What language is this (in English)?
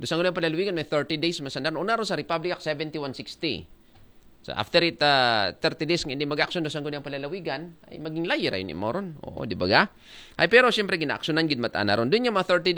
Aklanon